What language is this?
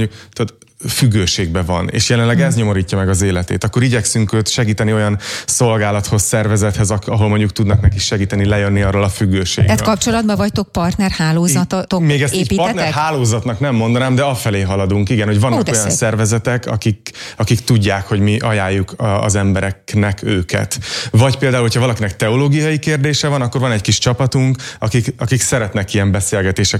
Hungarian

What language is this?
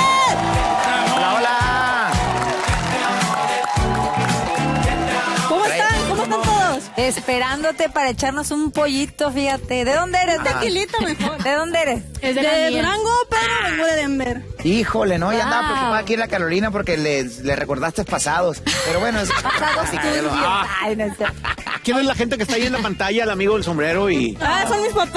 Spanish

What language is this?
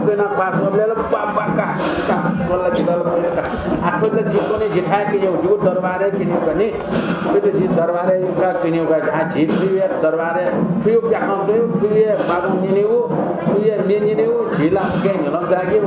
Newari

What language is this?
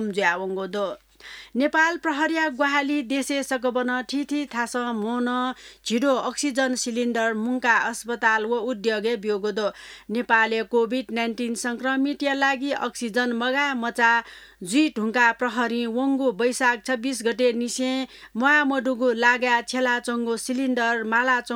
Newari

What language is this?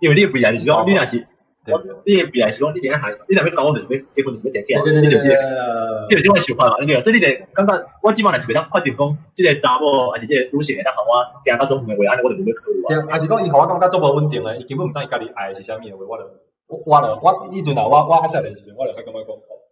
Min Nan Chinese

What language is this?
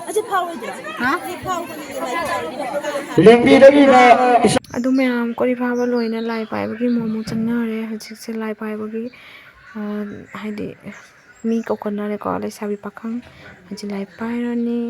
Manipuri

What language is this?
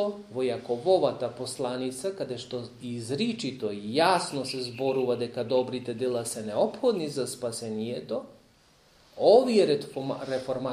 Macedonian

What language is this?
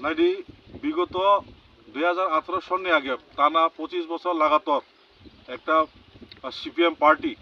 Kok Borok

